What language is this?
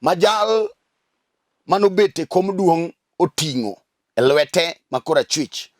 Luo (Kenya and Tanzania)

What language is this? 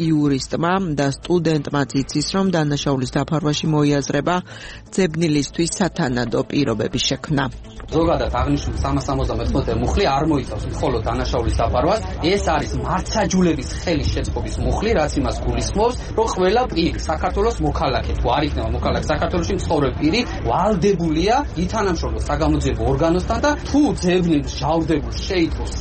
Georgian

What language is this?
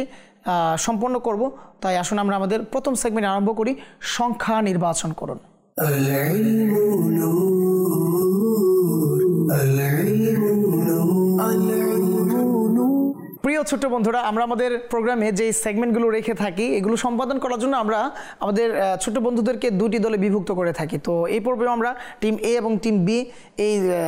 Bangla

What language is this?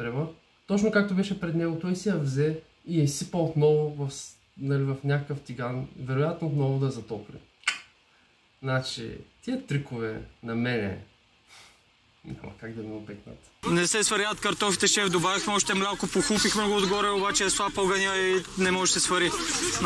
Bulgarian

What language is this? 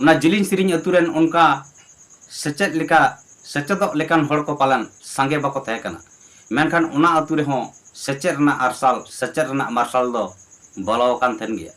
Santali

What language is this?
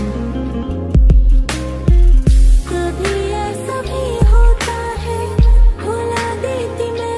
Hindi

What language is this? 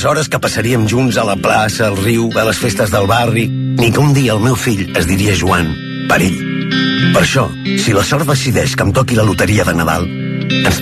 Catalan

